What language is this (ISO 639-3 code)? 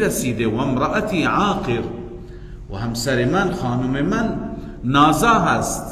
fas